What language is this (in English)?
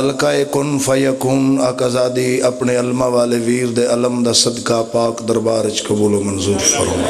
Pahari-Potwari